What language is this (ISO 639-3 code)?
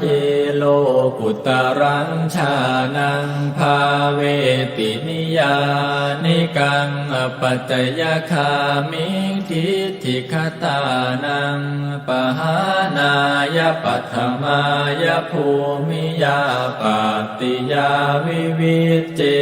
pli